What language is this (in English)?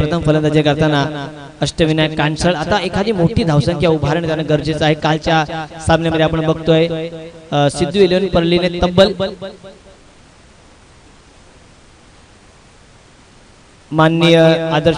Marathi